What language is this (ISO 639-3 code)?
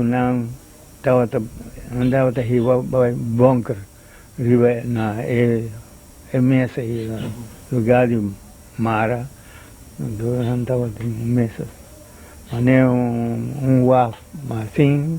pap